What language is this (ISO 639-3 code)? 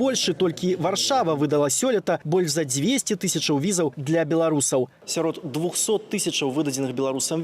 bel